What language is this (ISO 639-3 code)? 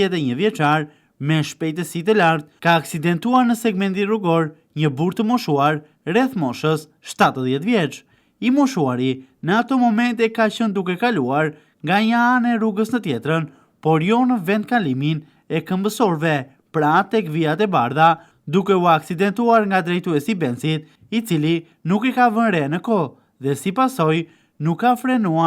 sqi